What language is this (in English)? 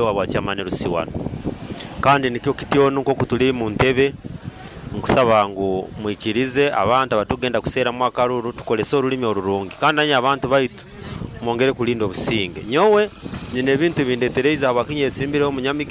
Nyoro